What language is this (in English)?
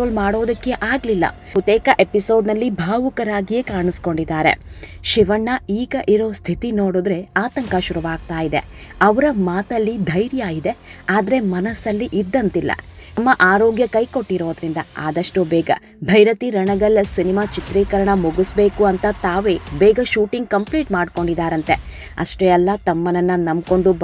Kannada